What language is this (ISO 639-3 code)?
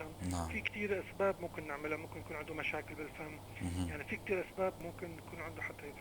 apc